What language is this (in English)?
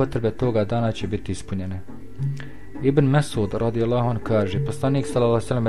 Bosnian